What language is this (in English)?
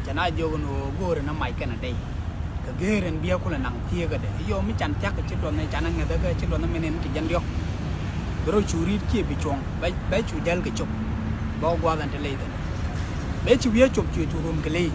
Nuer